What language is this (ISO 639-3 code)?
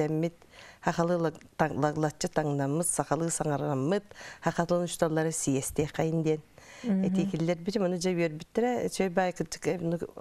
sah